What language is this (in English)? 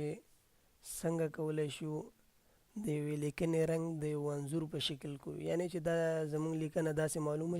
Pashto